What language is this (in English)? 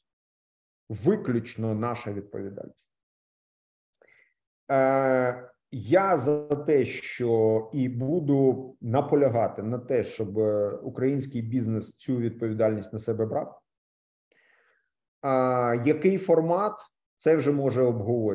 Ukrainian